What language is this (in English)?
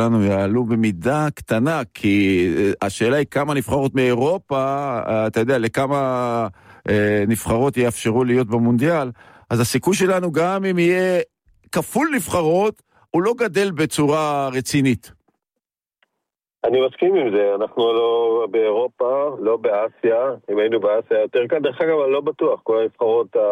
Hebrew